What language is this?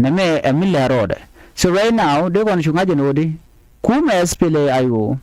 Nuer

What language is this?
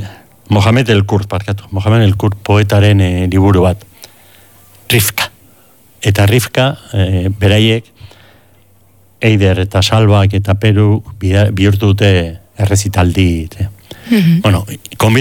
Basque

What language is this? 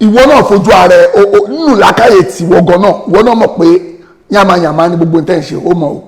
Yoruba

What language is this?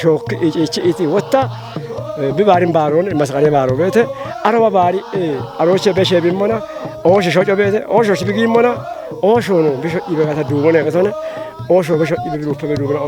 Kafa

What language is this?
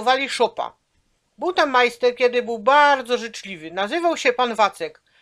Silesian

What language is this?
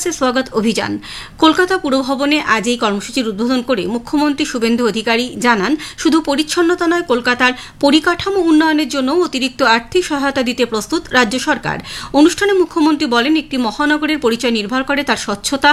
Bangla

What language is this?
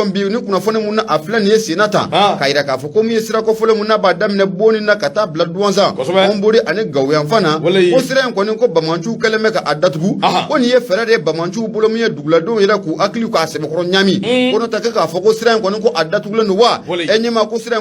Bambara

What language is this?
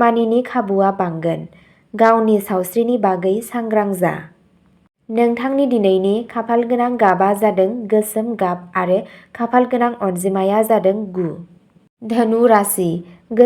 Bodo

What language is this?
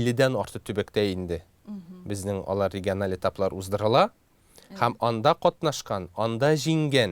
Tatar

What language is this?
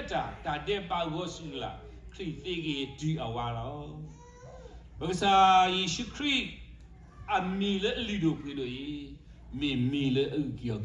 S'gaw Karen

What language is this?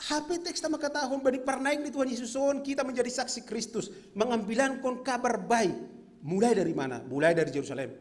Batak Simalungun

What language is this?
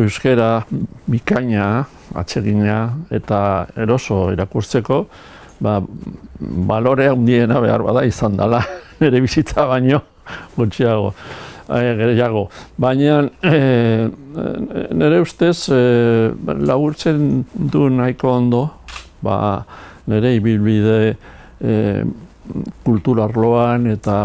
Basque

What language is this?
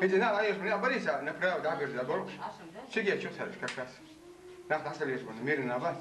Chechen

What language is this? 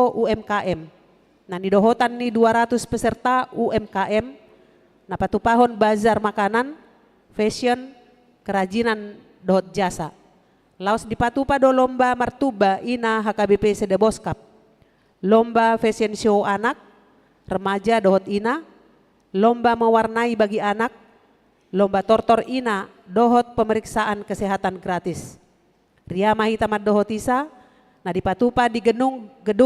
Batak Toba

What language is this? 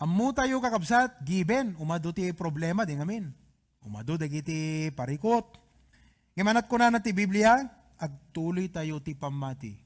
Iloko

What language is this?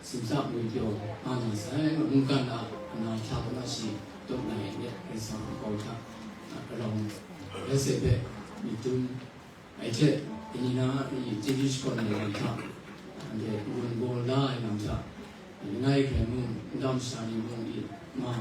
Kachin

